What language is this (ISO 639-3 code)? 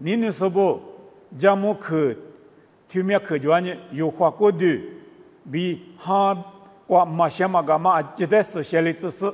lis